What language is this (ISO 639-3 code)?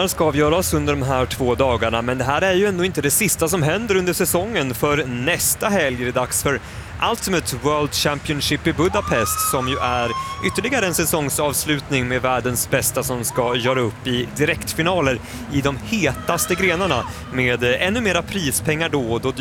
swe